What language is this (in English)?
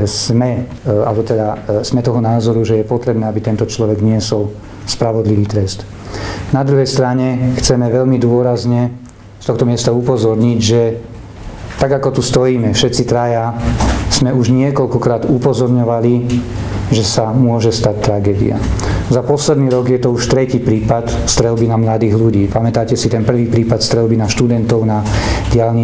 Slovak